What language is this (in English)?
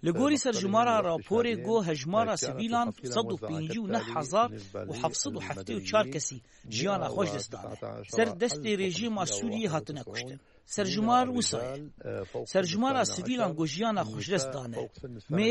Kurdish